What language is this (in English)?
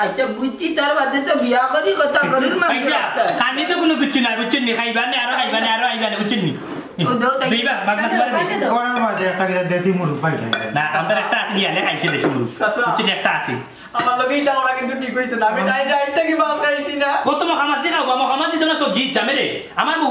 Sylheti